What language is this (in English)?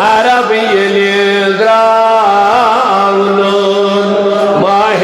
Kashmiri